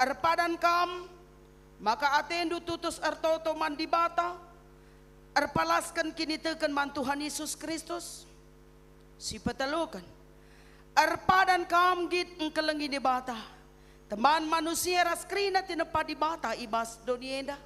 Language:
Batak Karo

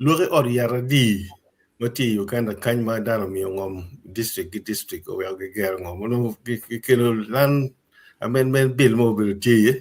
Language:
Acoli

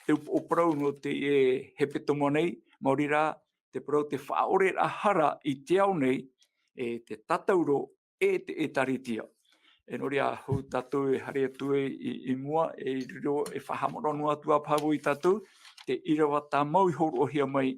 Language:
Tahitian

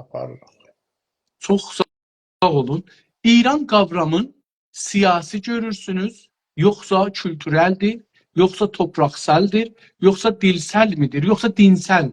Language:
South Azerbaijani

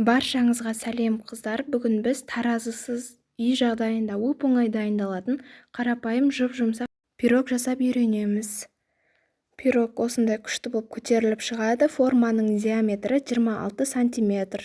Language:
Kazakh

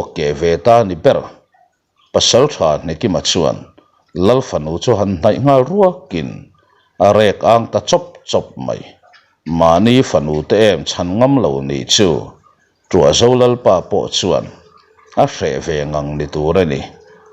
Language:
Mizo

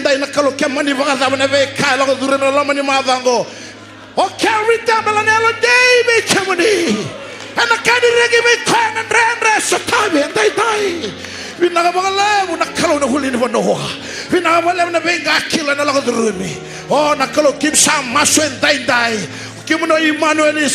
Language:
Fijian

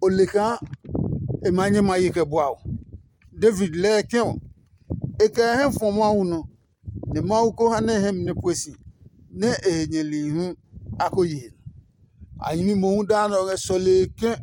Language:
Adangme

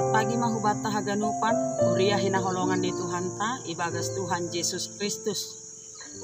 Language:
Batak Simalungun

